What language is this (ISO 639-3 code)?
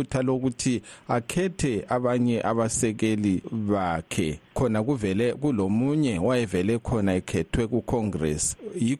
nde